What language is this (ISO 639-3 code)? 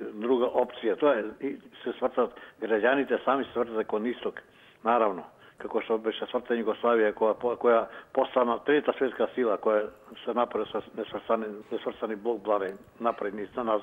mkd